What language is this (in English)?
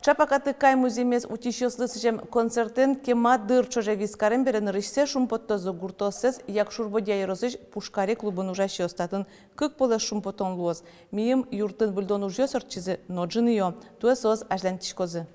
Udmurt